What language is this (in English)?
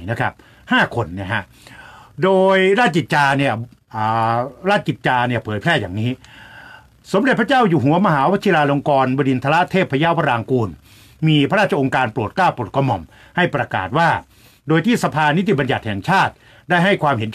Thai